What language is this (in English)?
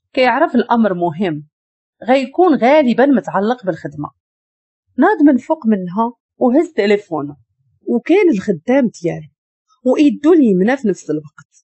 Moroccan Arabic